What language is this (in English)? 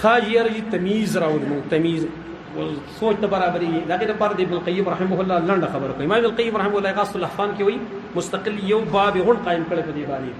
Pashto